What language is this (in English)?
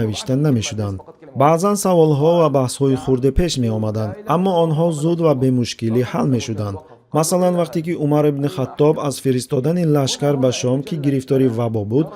Tajik